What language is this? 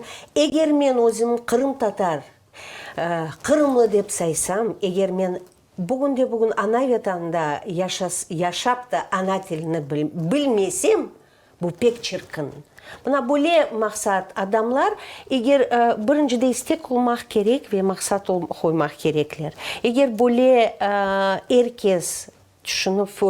Crimean Tatar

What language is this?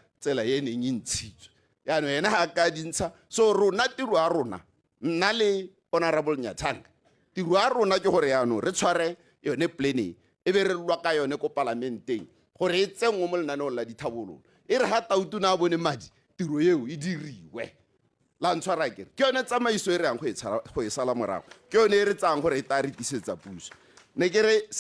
Tswana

